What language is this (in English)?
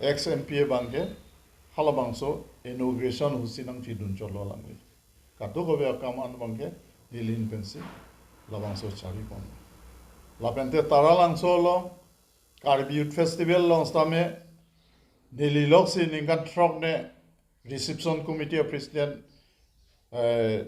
Karbi